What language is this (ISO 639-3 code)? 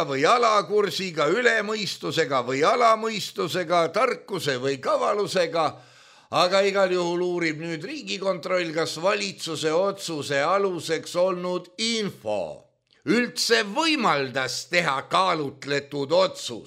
est